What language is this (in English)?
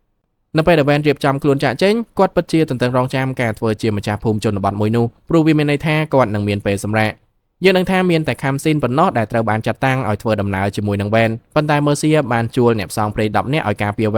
Khmer